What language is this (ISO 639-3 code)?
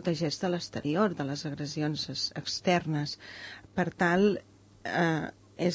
cat